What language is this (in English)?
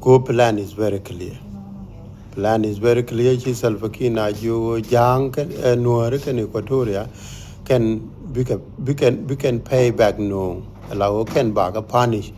Nuer